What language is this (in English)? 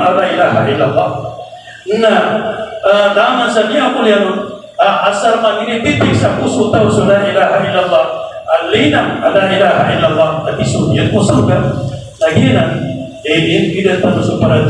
Maranao